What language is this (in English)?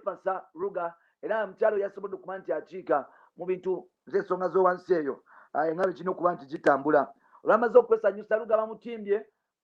Ganda